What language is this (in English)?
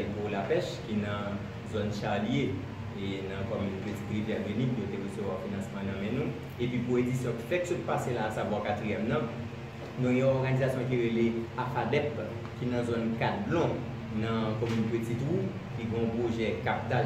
Haitian Creole